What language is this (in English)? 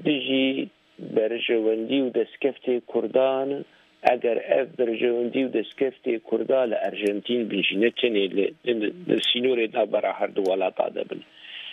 Kurdish